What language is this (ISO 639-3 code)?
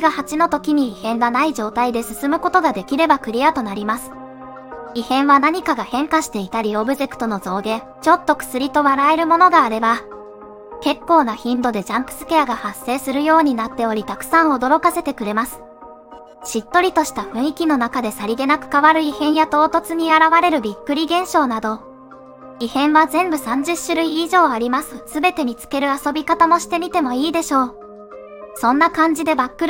jpn